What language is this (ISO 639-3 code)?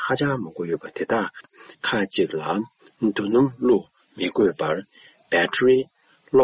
bod